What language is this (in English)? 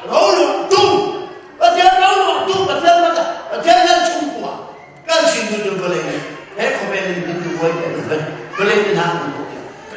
Hakha Chin